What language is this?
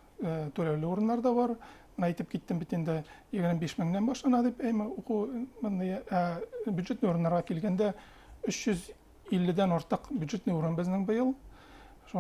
Bashkir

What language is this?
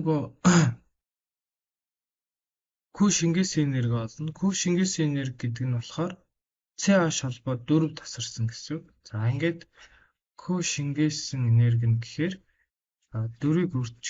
Mongolian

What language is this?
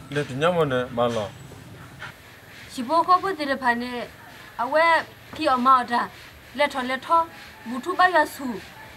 S'gaw Karen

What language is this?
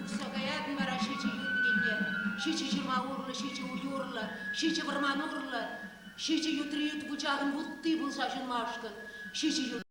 Chuvash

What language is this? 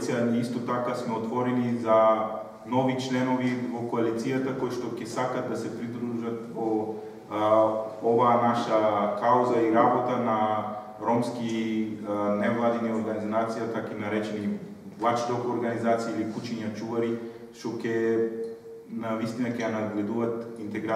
Macedonian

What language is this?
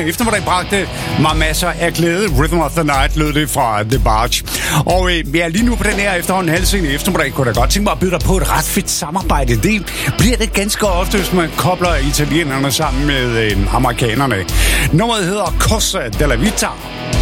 Danish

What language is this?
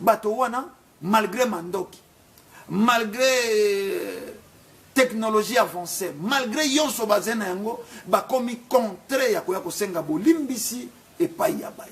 Lingala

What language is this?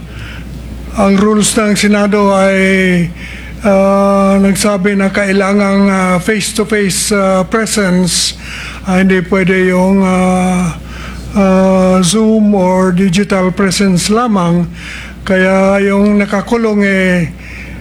Filipino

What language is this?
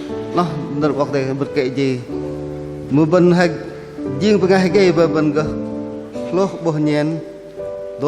Bahnar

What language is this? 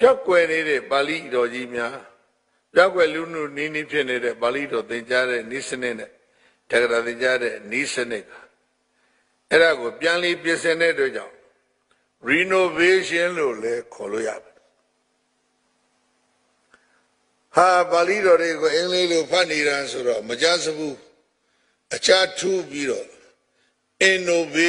Burmese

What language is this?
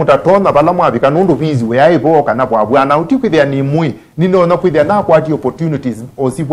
Kamba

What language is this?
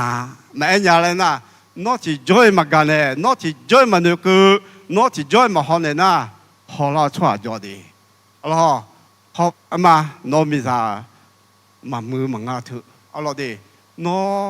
Akha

